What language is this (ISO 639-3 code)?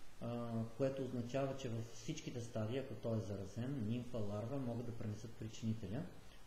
bul